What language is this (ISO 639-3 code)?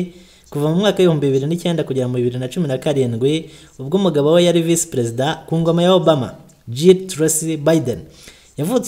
kin